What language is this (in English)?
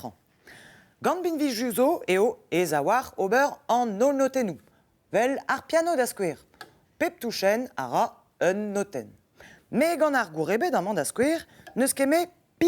Breton